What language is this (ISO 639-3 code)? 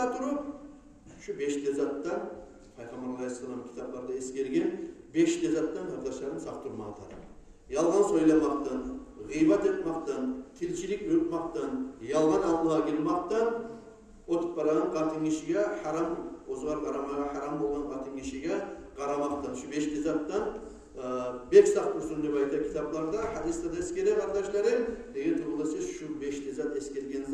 kum